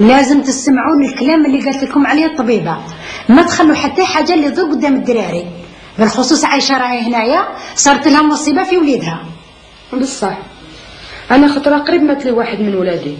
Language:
Algerian Arabic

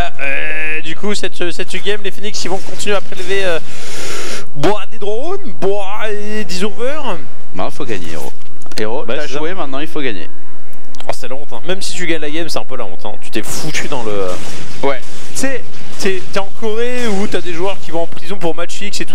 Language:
French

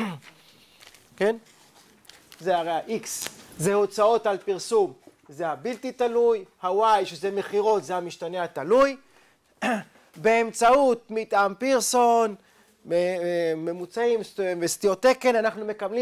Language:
Hebrew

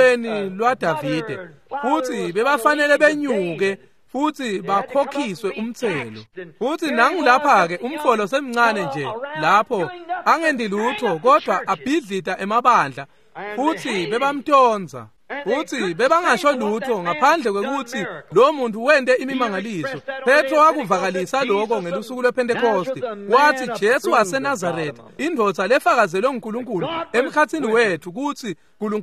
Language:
Swati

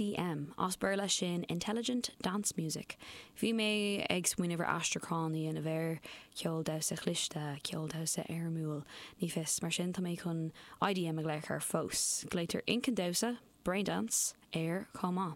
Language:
Irish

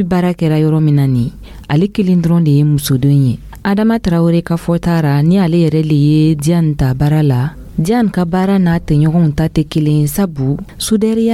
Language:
Dyula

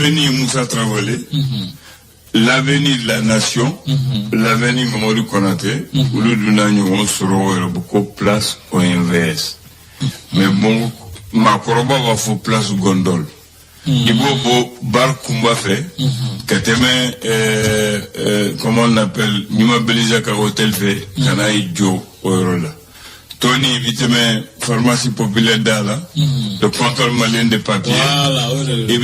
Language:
Bambara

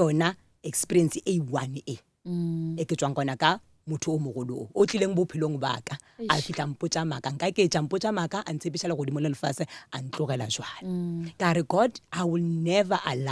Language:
Northern Sotho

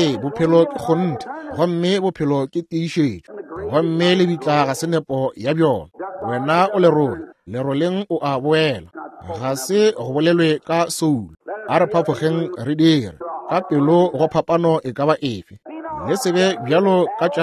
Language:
Northern Sotho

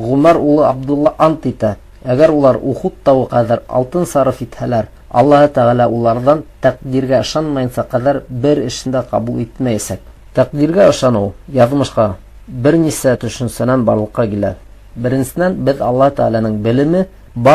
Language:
Bashkir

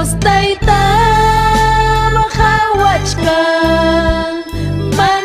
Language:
Ayacucho Quechua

